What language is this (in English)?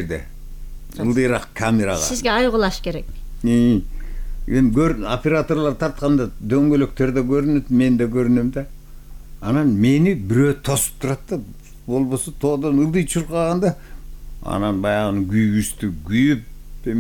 Kyrgyz